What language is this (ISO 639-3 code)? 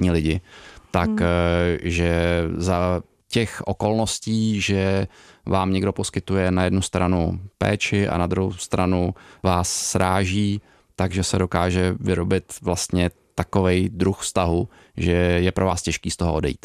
ces